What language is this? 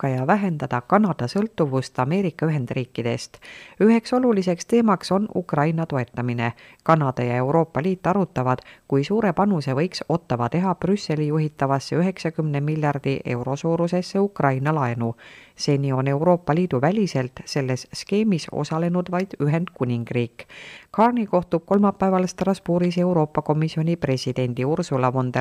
Estonian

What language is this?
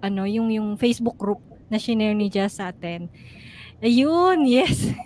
Filipino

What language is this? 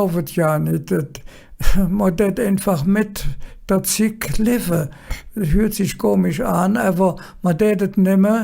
Colognian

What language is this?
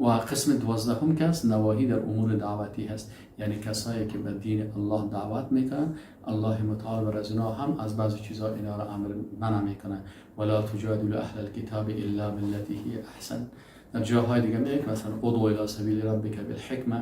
Persian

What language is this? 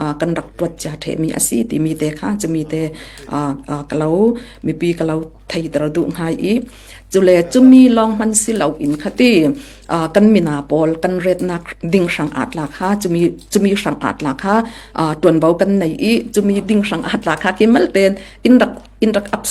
Falam Chin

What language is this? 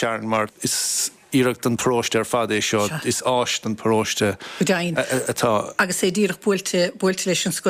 Irish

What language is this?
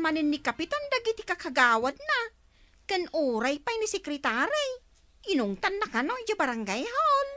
Iloko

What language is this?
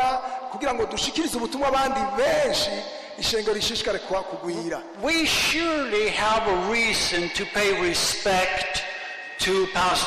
Rundi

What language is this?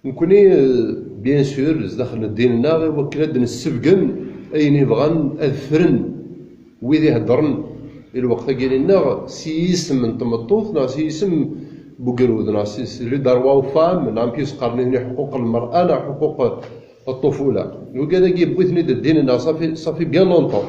Kabyle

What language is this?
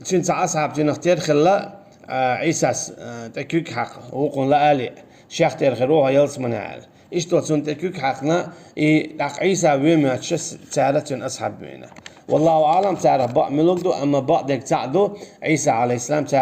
Chechen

